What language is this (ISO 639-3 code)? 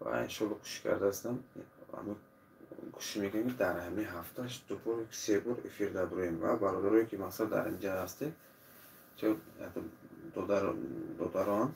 tgk